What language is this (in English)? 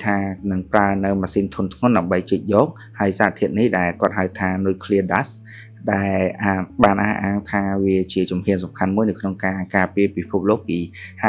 Khmer